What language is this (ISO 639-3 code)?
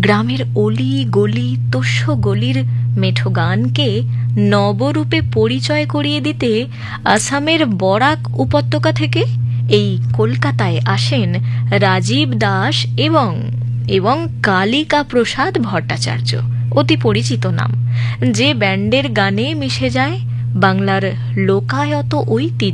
ben